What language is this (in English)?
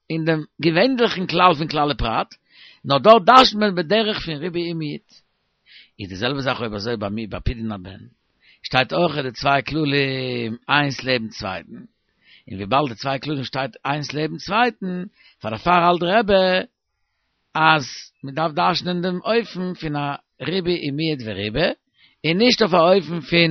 Yiddish